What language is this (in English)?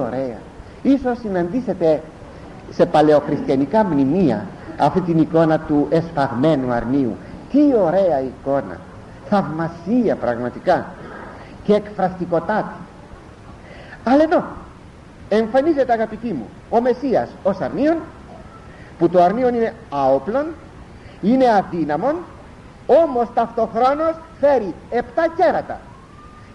Greek